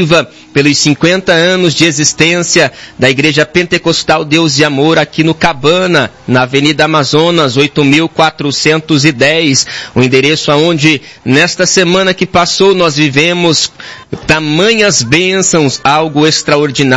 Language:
Portuguese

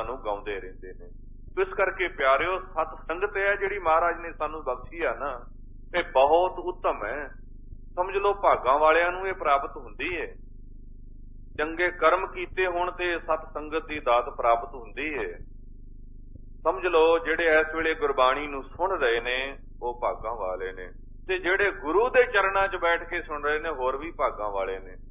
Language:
Punjabi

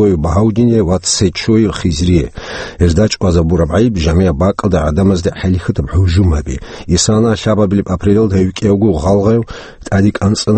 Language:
Avaric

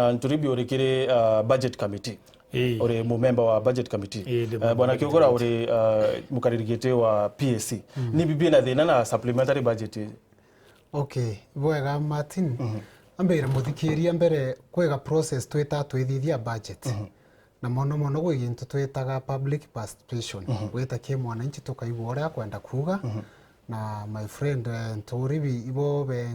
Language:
Meru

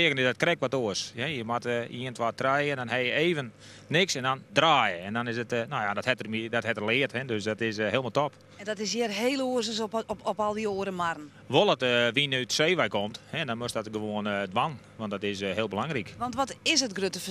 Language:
Western Frisian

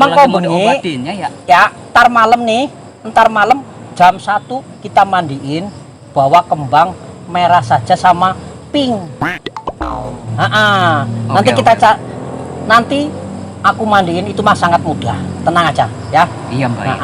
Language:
Betawi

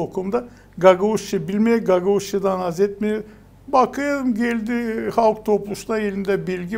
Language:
Gagauz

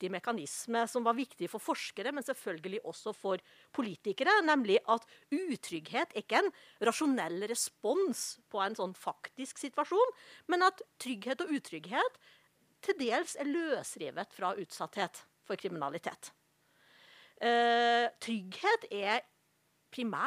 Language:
Norwegian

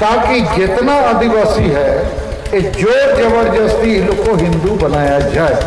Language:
Santali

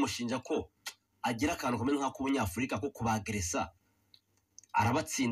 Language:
Kinyarwanda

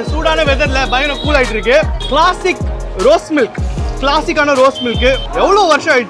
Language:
Tamil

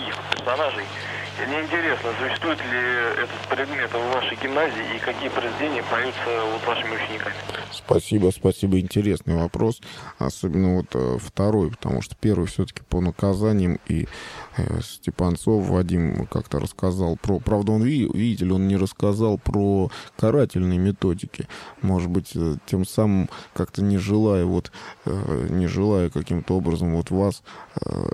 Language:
Russian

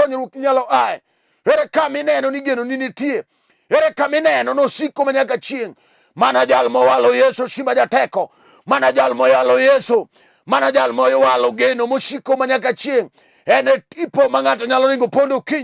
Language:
Luo (Kenya and Tanzania)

